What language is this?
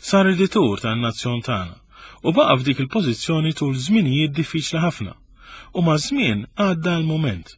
Maltese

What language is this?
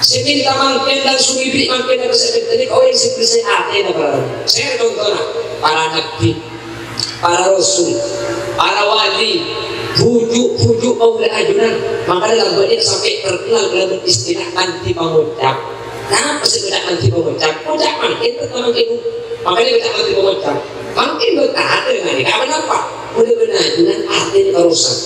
Madurese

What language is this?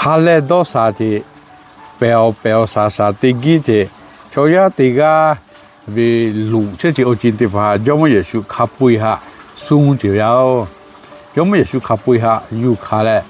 Lahu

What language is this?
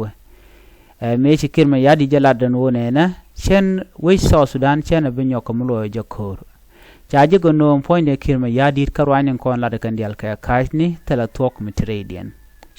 Nuer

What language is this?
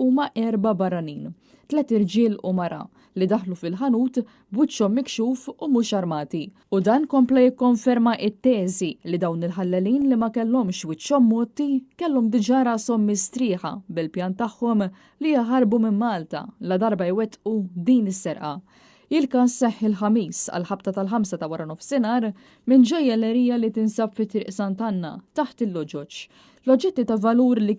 Maltese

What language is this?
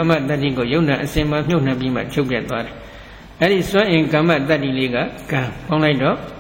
Burmese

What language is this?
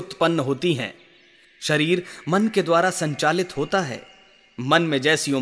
Hindi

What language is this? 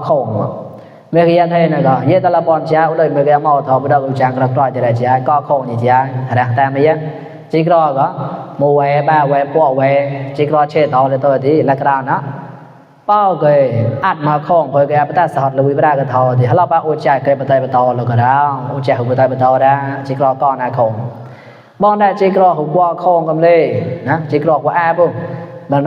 Mon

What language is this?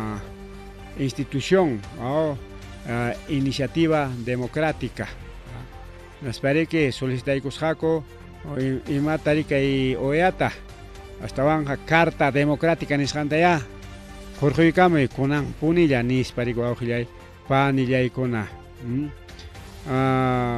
Ayacucho Quechua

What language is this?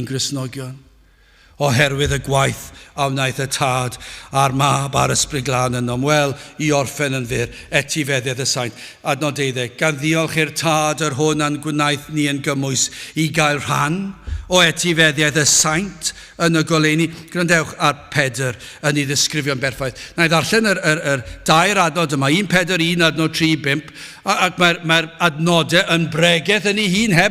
Welsh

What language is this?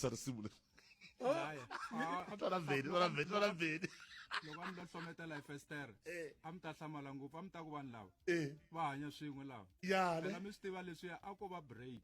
Tsonga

